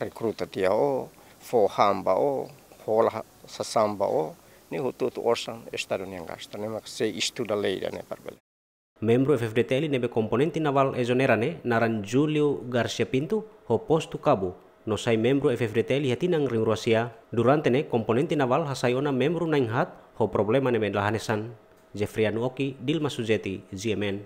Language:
Tetum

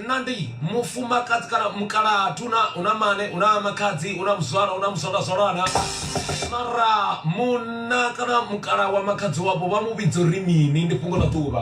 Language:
Venda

